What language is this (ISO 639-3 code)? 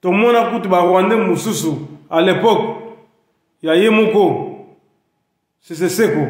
lin